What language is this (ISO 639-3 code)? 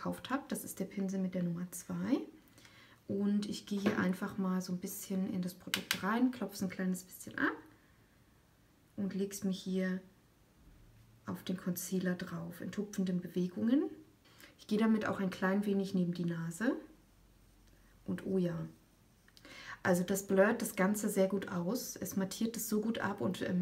deu